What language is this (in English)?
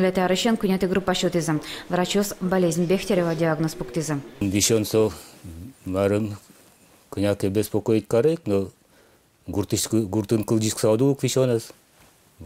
Udmurt